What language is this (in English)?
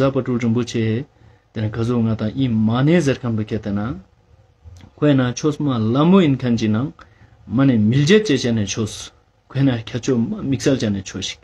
Ladakhi